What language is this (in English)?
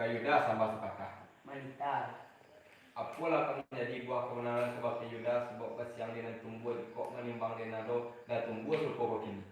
Minangkabau